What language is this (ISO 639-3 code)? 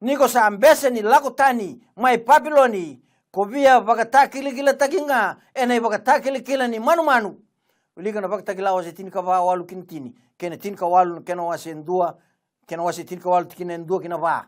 fij